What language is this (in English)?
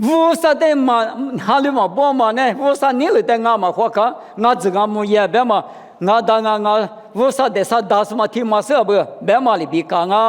Lisu